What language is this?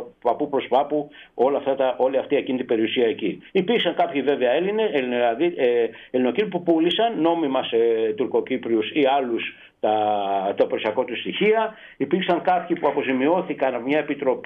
Greek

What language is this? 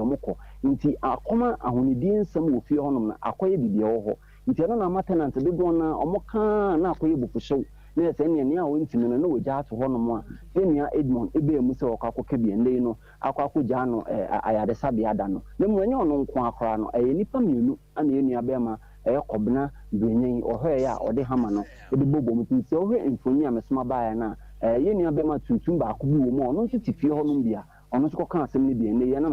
Akan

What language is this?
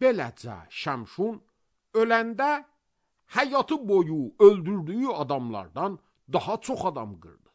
Azerbaijani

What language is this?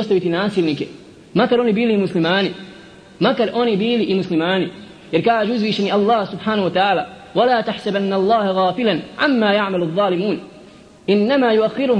Bosnian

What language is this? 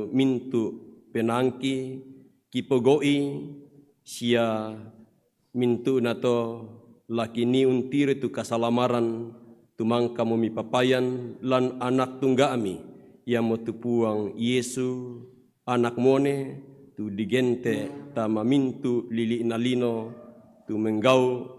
Toraja-Sa'dan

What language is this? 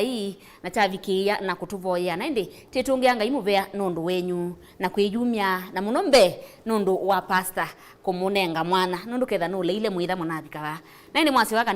Kamba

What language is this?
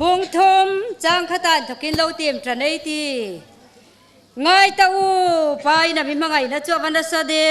Hmar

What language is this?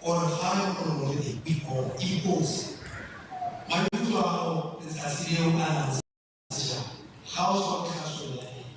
Tswana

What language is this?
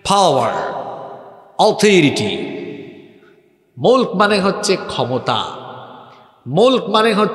Bangla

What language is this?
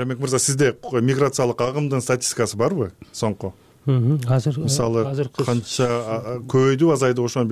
Kyrgyz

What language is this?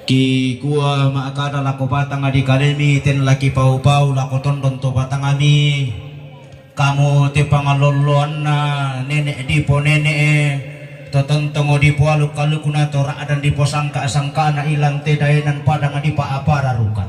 Toraja-Sa'dan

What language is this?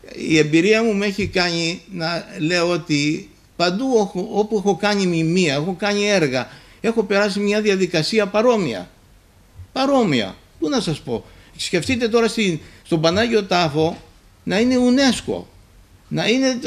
Greek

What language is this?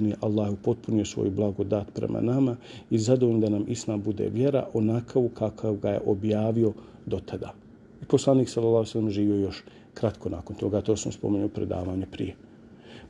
Bosnian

